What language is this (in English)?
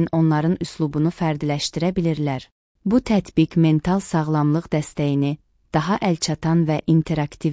Azerbaijani